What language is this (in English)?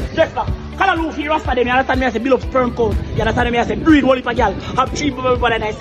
Jamaican Creole English